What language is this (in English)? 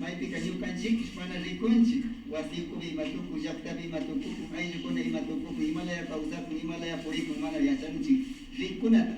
Imbabura Highland Quichua